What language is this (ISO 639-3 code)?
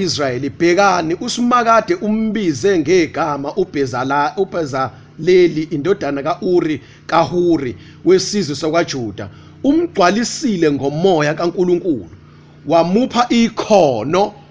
zul